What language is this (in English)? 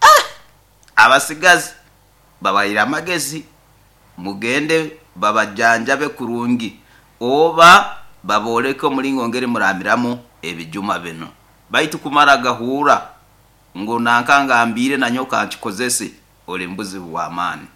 Nyoro